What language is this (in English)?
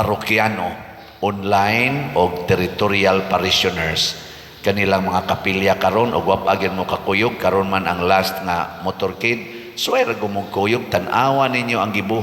Cebuano